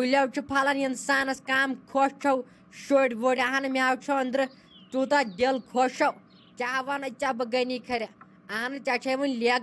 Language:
Kashmiri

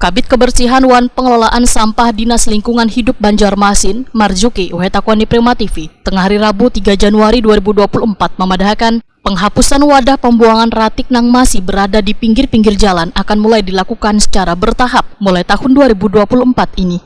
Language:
Banjar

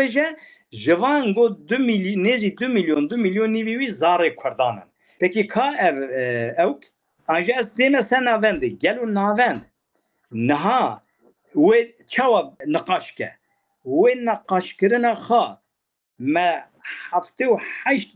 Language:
Kurdish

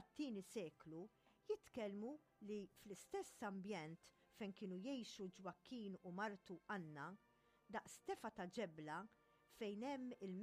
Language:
Maltese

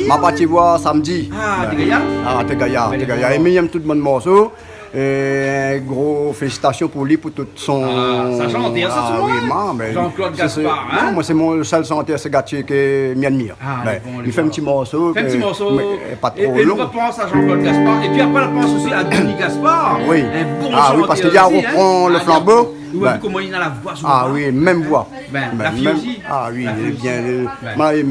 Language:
Réunion Creole French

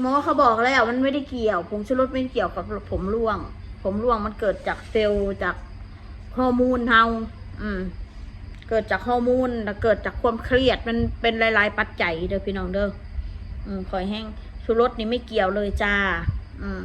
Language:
Northeastern Thai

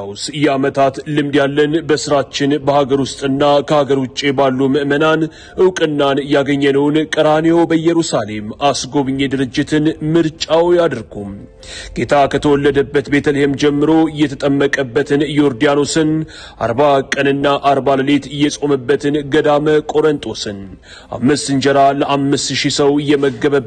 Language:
Amharic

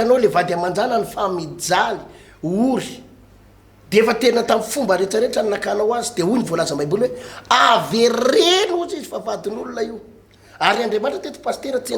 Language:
Malagasy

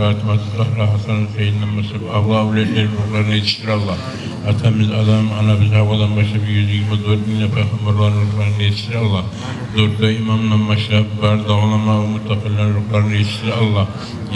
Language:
Kumyk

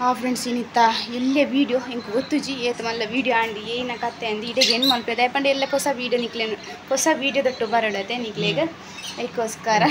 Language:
Tulu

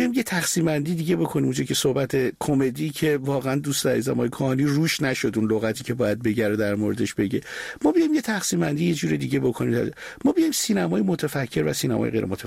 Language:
Persian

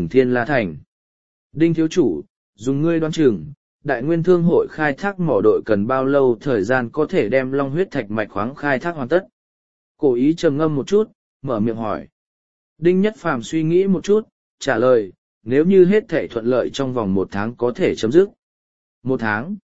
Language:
Vietnamese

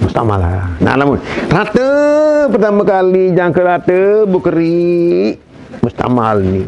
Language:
Sasak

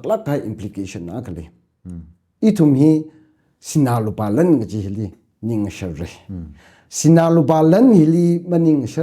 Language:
Tangkhul Naga (India)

